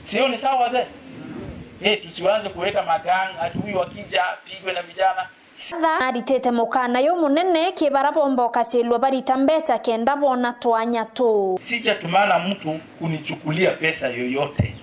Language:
Meru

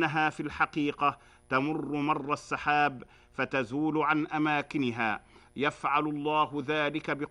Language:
Arabic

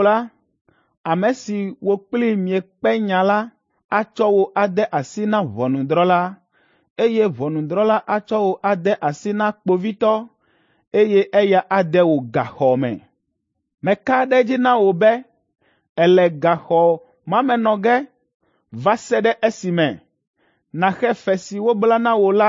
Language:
Ewe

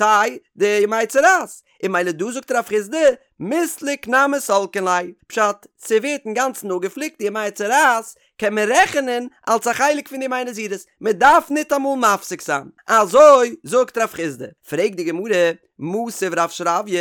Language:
Yiddish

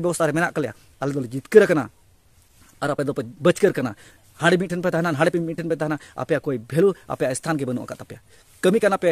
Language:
Santali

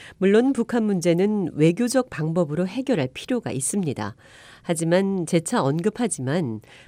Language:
Korean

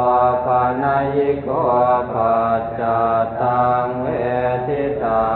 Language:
Pali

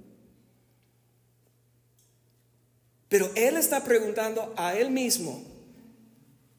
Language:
Spanish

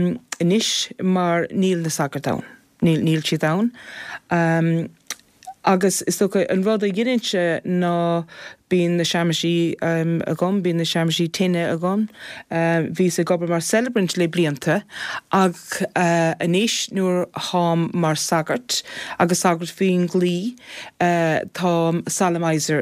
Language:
Irish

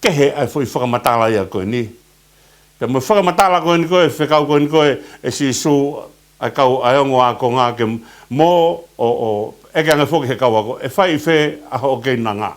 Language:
Tongan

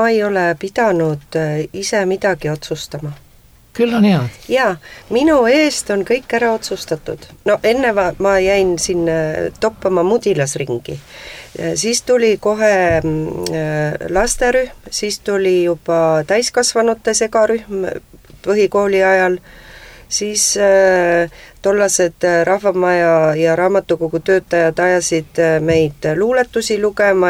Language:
Estonian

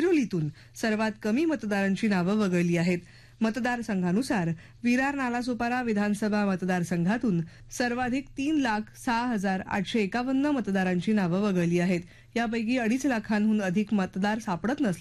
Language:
Marathi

